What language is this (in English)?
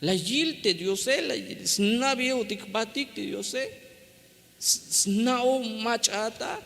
Tzeltal